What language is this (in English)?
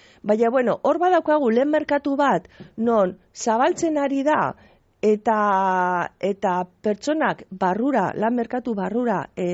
Basque